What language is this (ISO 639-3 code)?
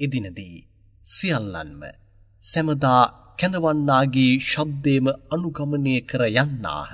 sin